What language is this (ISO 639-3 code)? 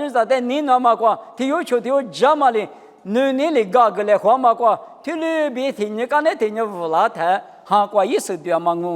lis